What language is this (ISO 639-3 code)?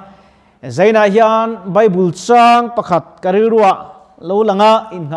lus